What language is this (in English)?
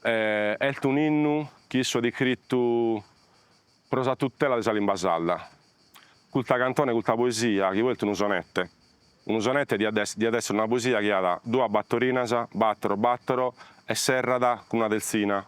Sardinian